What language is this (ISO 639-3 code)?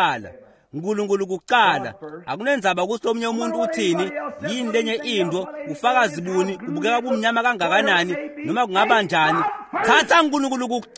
ssw